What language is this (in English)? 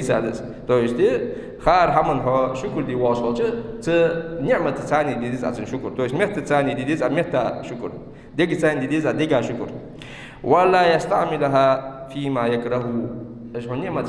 Ingush